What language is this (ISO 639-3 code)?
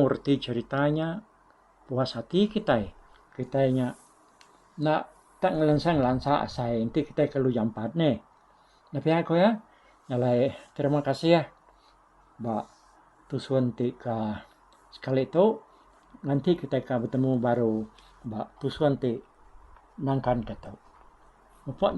iba